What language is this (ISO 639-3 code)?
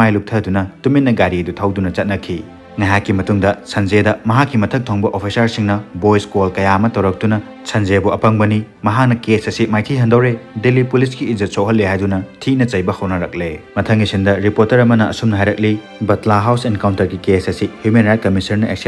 mni